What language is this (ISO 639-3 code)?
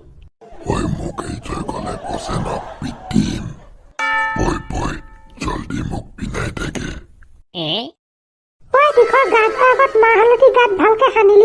asm